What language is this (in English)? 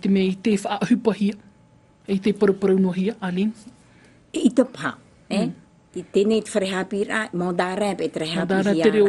Tahitian